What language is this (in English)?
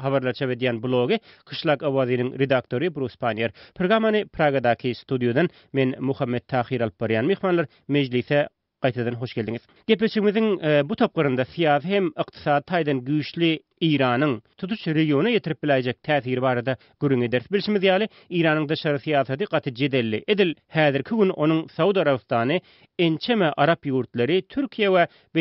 Turkmen